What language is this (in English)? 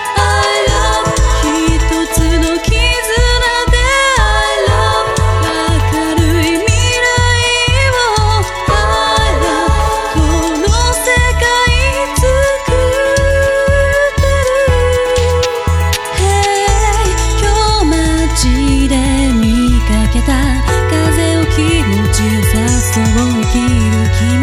Japanese